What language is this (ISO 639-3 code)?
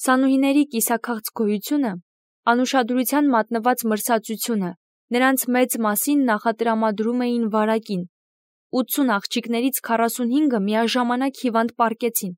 hye